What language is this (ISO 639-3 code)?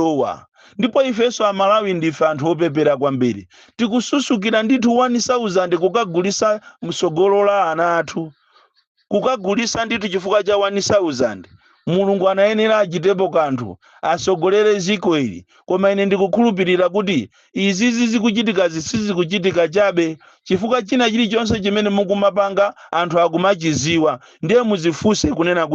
nya